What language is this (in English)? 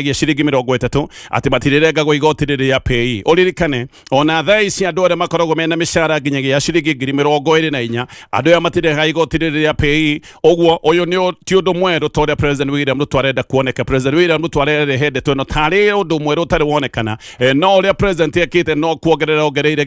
Kikuyu